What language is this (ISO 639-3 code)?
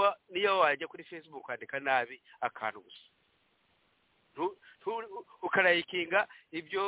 kin